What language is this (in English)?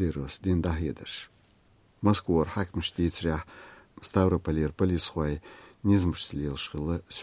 Chechen